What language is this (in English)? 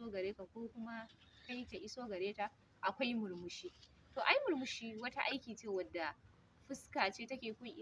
Hausa